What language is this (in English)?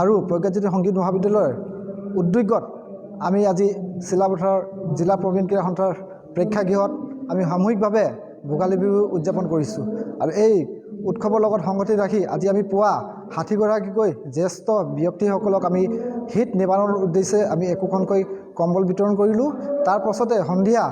Assamese